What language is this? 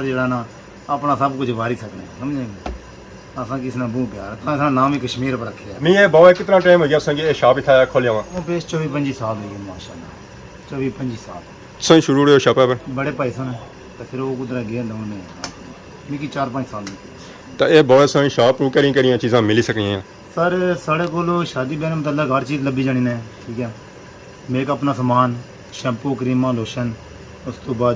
Pahari-Potwari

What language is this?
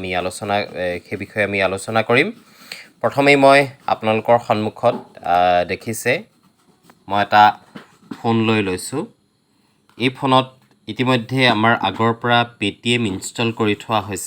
Assamese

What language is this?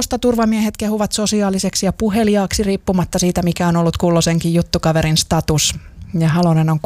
Finnish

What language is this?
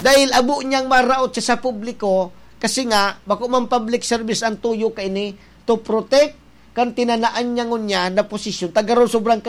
Bikol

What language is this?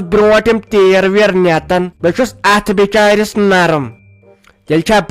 Kashmiri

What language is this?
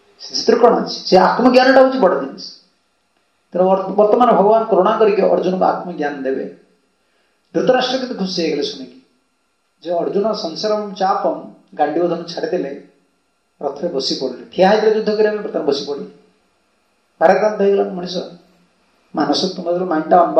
Odia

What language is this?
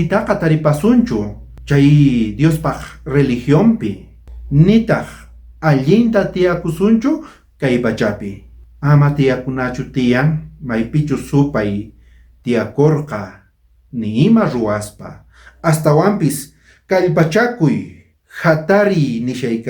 South Bolivian Quechua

